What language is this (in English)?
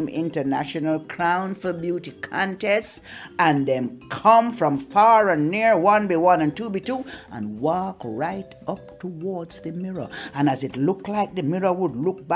Jamaican Creole English